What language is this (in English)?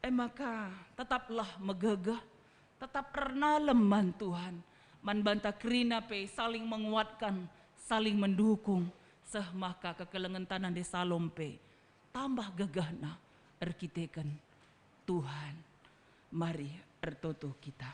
Batak Karo